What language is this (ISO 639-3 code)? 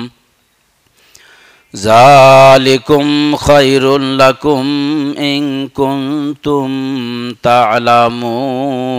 ben